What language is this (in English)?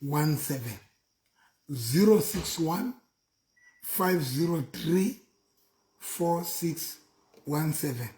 Southern Sotho